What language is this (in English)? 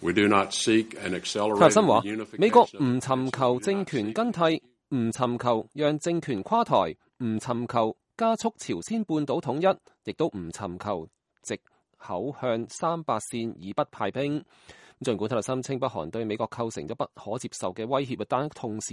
Cantonese